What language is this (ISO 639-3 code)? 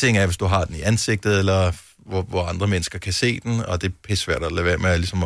dan